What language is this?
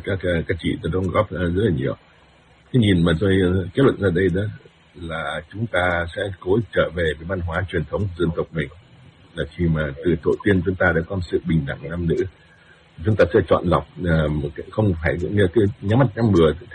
Vietnamese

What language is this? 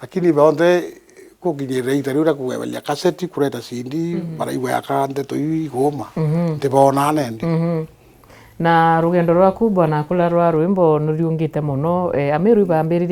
Meru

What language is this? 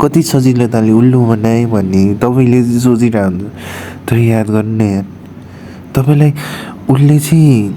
Nepali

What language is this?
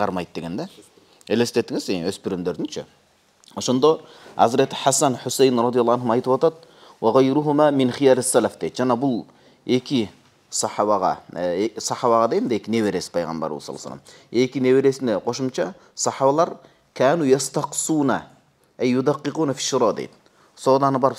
Kyrgyz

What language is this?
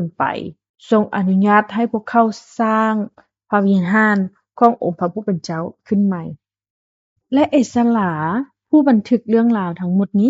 Lao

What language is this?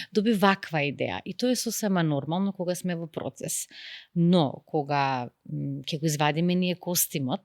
Macedonian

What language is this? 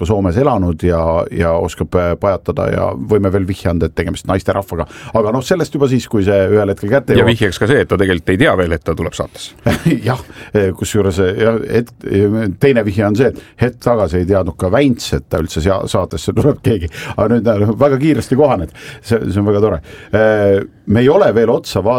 Estonian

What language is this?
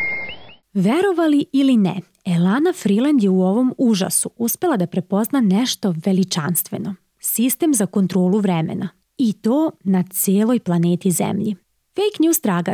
Serbian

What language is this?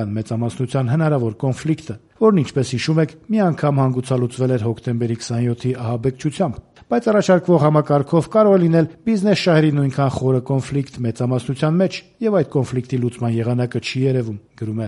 Armenian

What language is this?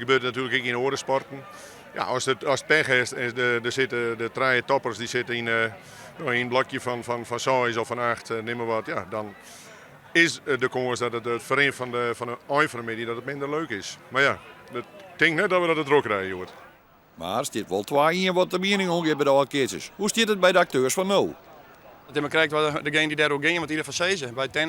Western Frisian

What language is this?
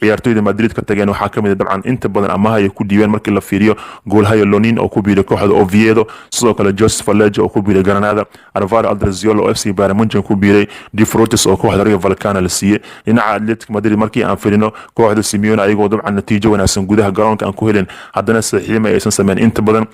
Somali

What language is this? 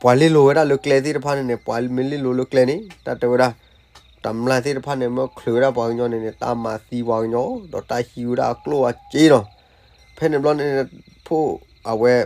S'gaw Karen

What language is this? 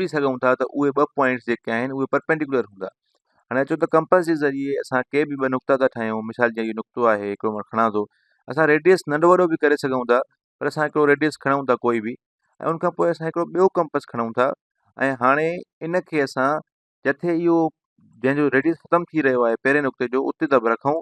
Sindhi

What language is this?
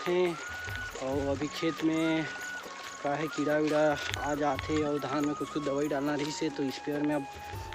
Chhattisgarhi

